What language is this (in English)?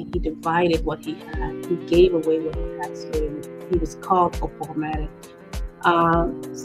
Acoli